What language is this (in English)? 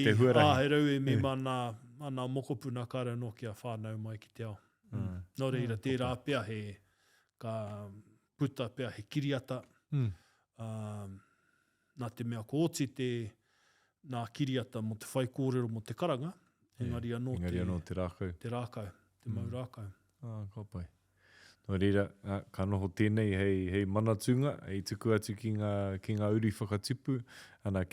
Māori